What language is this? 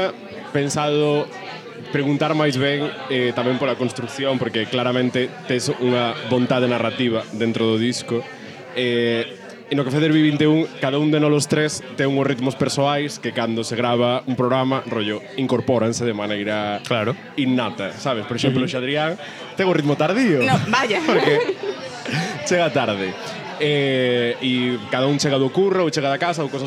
Galician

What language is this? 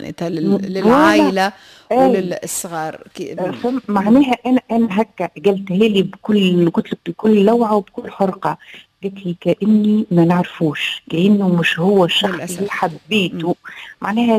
Tunisian Arabic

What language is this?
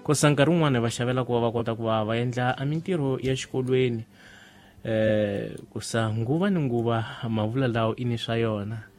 Tsonga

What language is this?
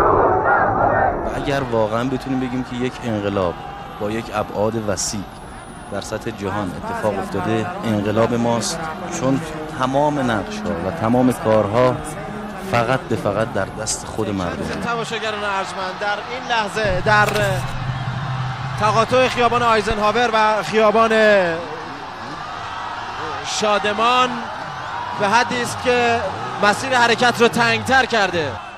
Persian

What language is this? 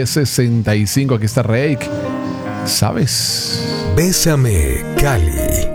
Spanish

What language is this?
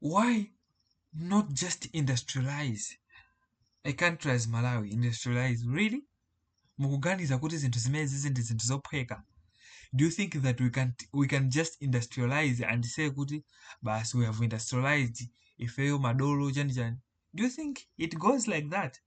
Nyanja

